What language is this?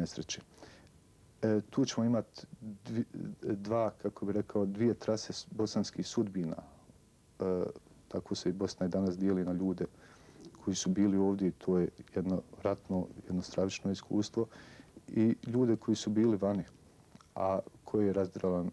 Bosnian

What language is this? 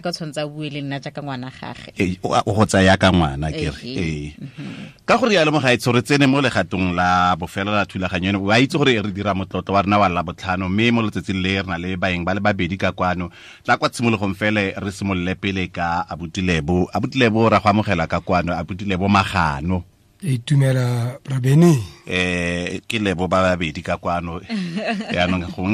Tswana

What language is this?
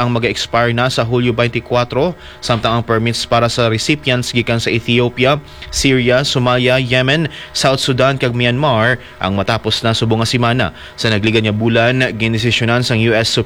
Hiligaynon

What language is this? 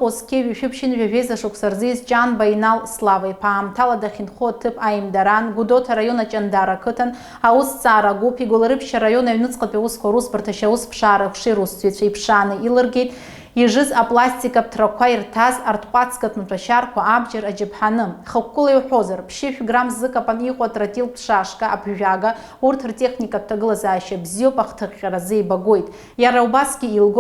Abkhazian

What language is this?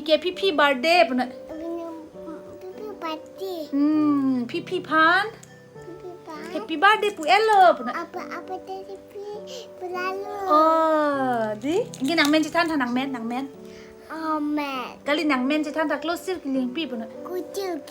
Karbi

